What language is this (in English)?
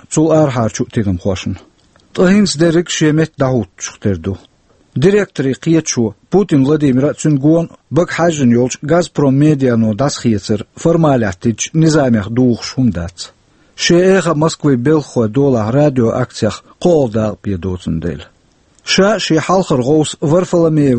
Chechen